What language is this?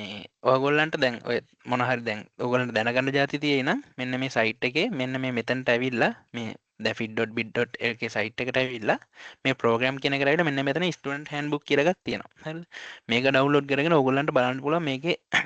Sinhala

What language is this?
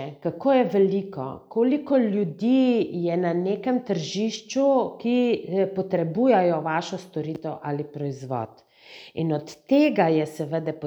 Slovenian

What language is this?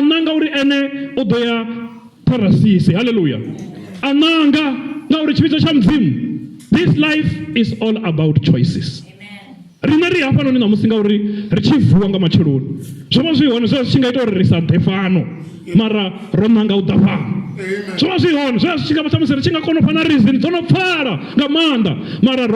Venda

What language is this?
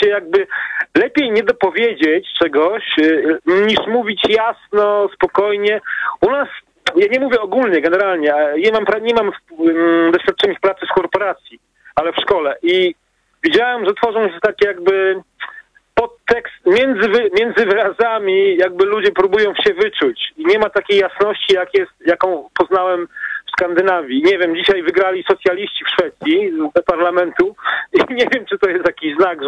Polish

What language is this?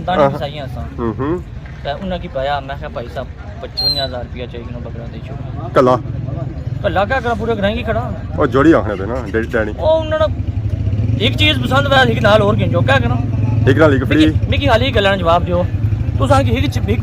Pahari-Potwari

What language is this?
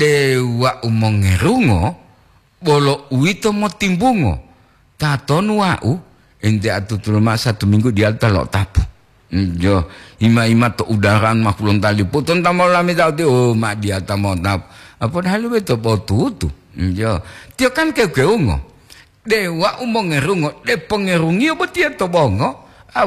Gorontalo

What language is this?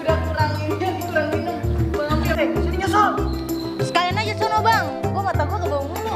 Betawi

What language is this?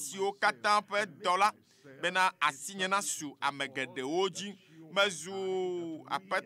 Ewe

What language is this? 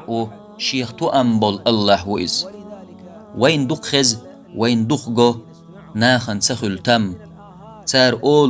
Chechen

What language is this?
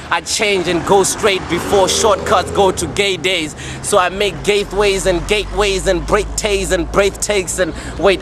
Venda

